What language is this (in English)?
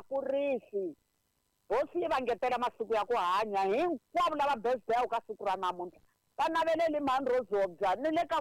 Tsonga